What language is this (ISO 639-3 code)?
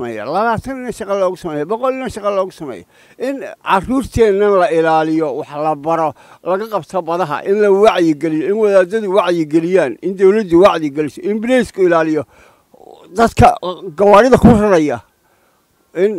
som